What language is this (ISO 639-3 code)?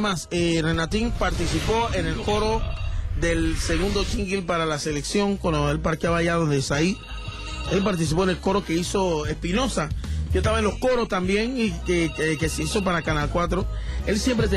spa